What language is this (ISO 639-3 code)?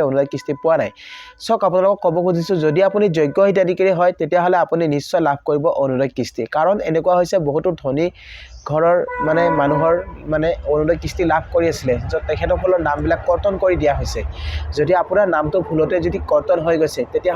asm